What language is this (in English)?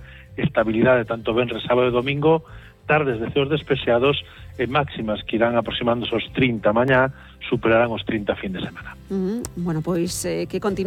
Galician